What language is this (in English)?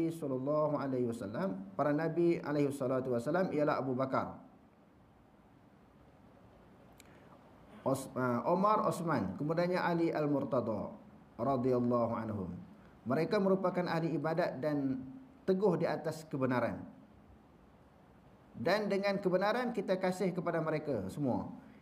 Malay